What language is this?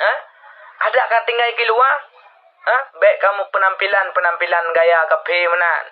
Achinese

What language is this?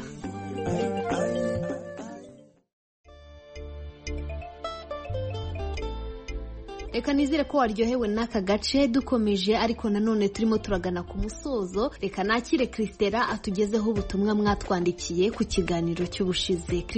Kinyarwanda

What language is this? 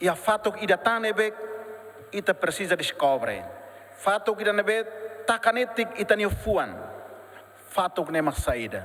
Tetum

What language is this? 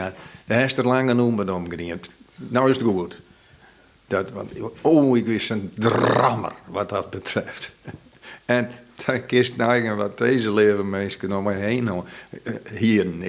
Western Frisian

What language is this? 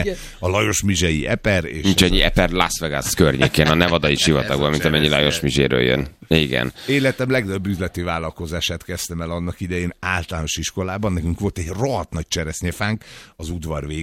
Hungarian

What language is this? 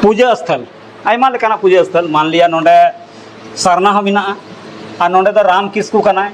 Santali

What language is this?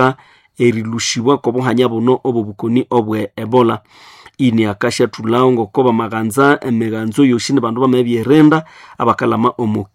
Nande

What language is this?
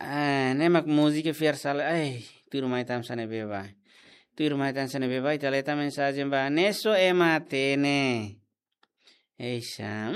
Tetum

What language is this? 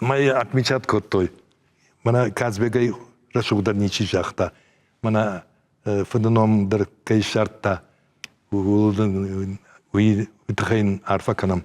Ossetic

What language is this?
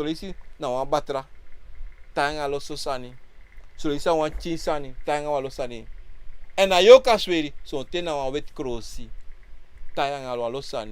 Sranan Tongo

